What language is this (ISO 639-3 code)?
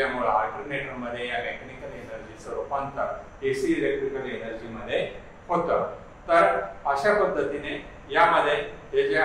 mar